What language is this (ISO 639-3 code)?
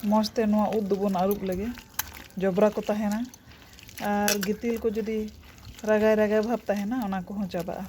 sat